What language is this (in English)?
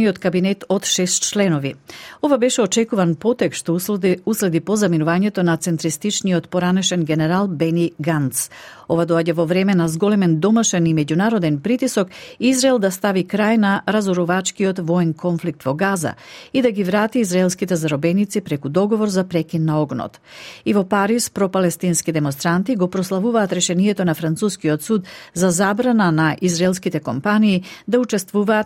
Macedonian